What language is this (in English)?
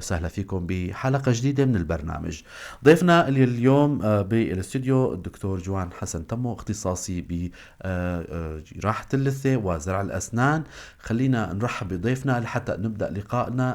North Levantine Arabic